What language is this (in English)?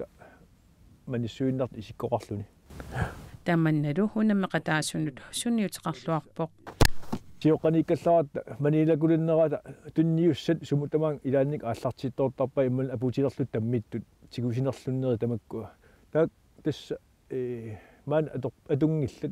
Kalaallisut